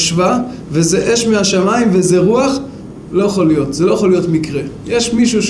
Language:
Hebrew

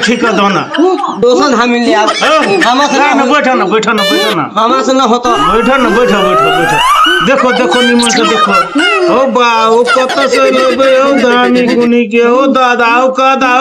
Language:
Maithili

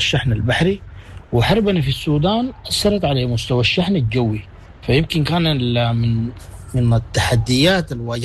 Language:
Sudanese Arabic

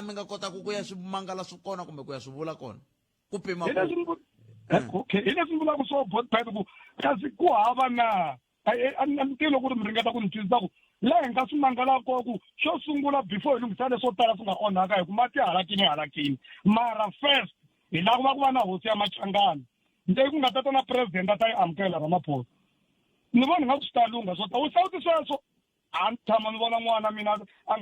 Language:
Tsonga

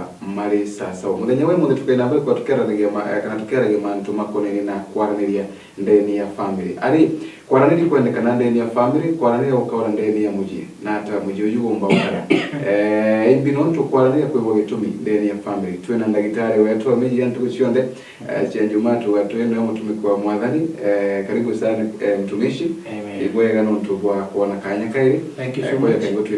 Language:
Meru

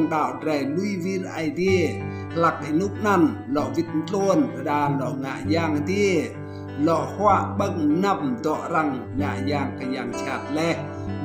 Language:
Rade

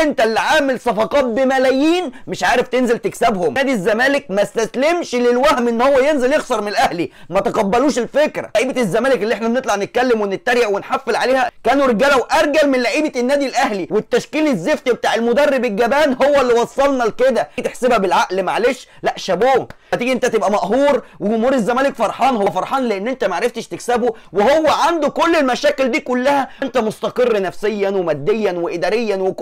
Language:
Egyptian Arabic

